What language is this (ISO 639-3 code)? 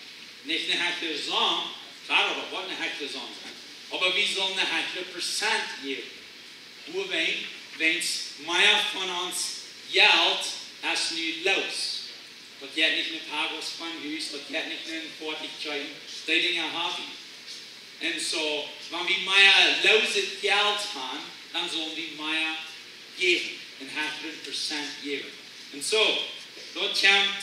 pdt